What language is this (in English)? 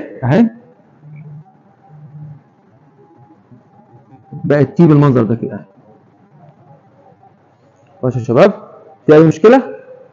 Egyptian Arabic